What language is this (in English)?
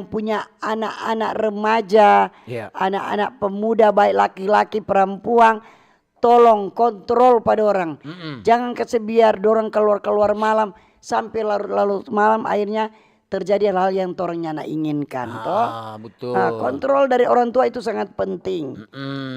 Manado Malay